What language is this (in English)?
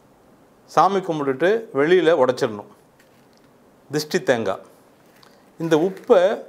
Tamil